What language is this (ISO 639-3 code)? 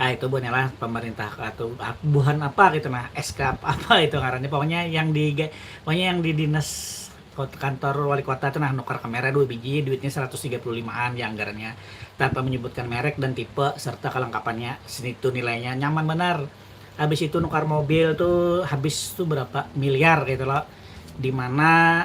bjn